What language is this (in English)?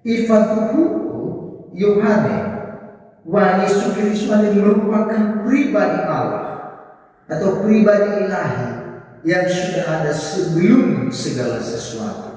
Nias